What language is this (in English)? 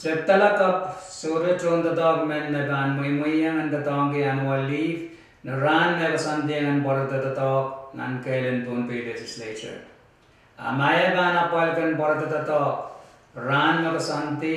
Pohnpeian